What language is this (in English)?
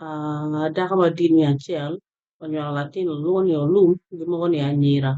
Acoli